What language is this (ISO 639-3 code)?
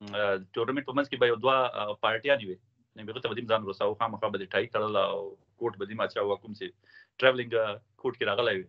pus